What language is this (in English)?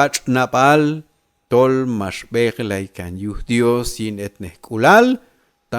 Q'anjob'al